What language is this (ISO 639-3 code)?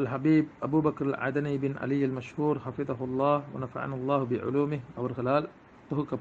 tam